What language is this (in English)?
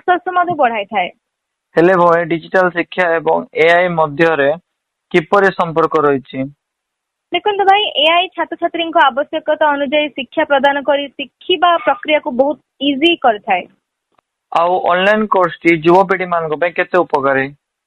Odia